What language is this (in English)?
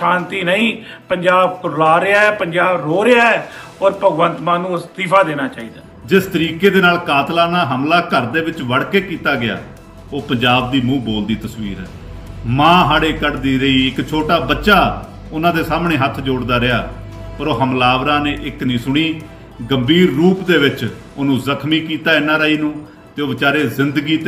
Punjabi